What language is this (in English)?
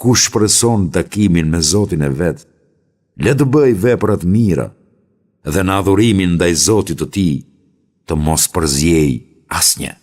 Albanian